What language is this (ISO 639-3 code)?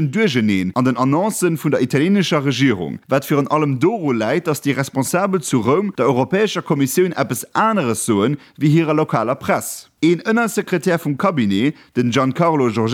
ltz